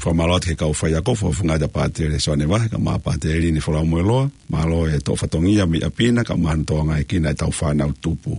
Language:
Tongan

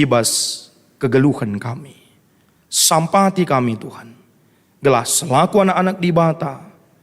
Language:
Batak Karo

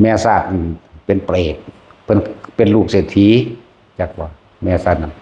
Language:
Northeastern Thai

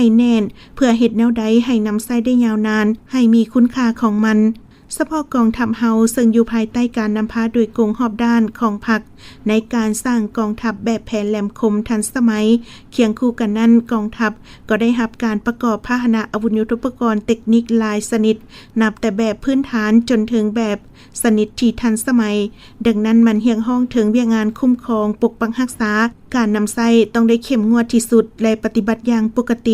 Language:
Lao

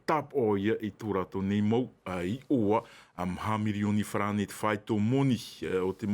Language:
Tahitian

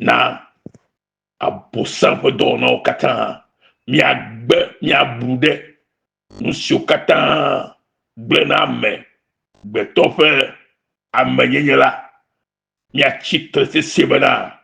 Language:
Ewe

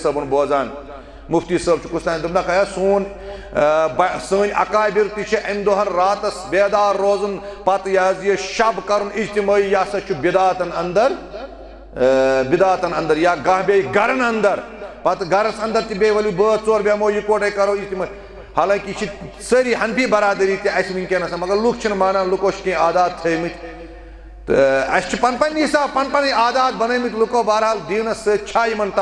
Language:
Kashmiri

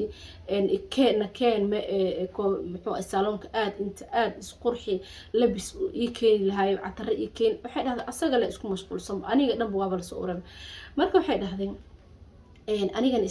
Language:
Somali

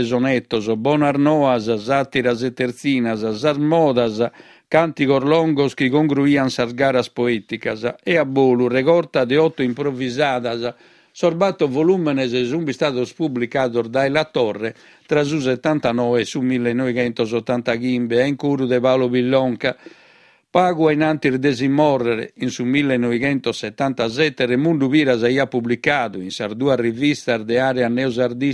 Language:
Sardinian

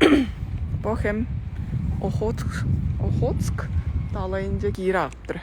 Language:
Tuvinian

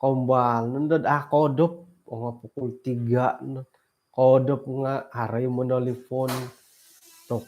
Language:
Central Dusun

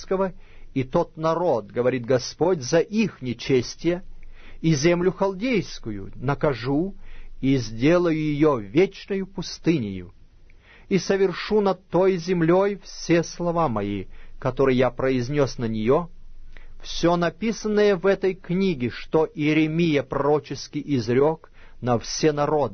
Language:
Russian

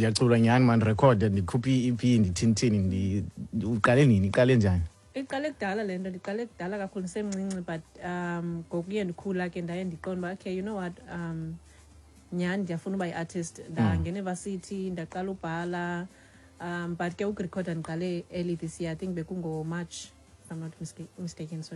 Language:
Xhosa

